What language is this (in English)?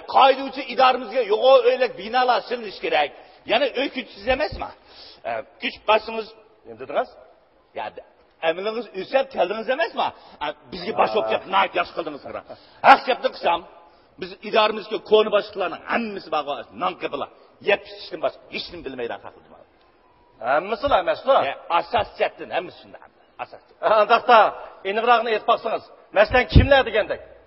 Uyghur